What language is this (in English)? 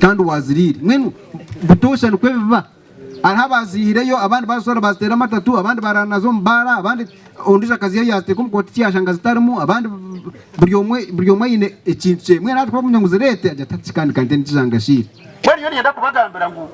Nyankole